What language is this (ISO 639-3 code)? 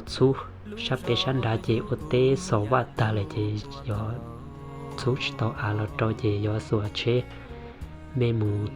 hmn